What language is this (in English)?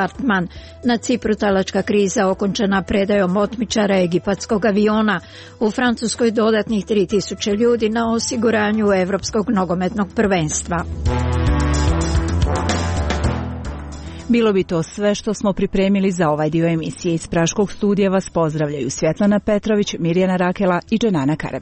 Croatian